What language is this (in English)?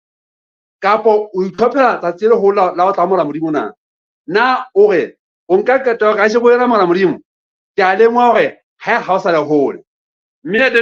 Southern Sotho